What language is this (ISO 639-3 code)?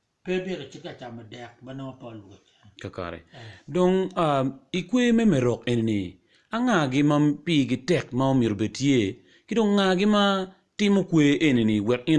ach